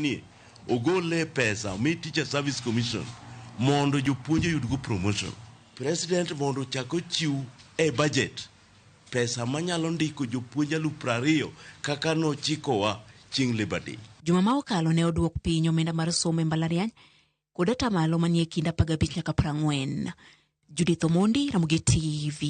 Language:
Luo (Kenya and Tanzania)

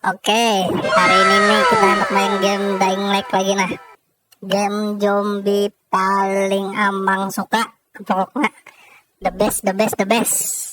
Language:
Banjar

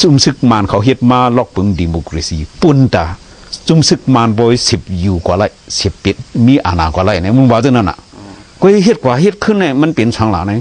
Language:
Shan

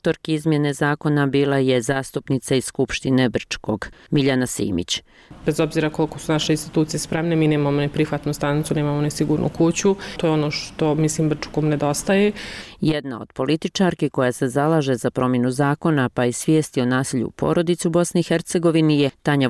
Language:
Bosnian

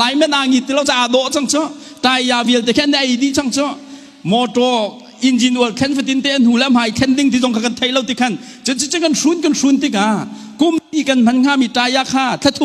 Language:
Hakha Chin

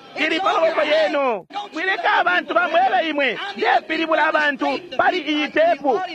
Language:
Bemba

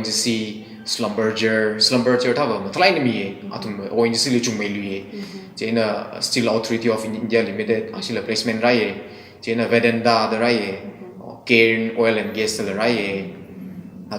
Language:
Tangkhul Naga (India)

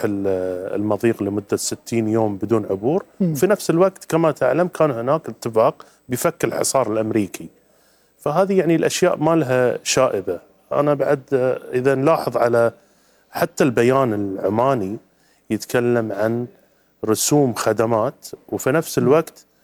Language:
North Levantine Arabic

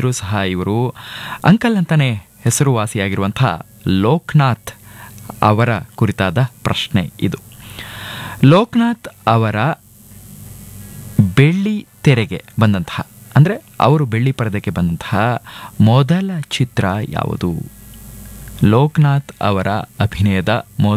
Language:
Kannada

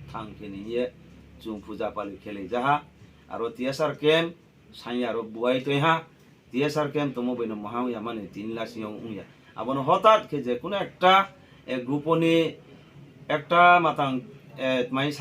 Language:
Riang (India)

